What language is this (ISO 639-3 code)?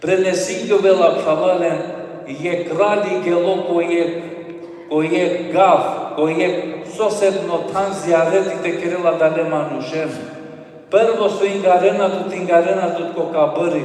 rmn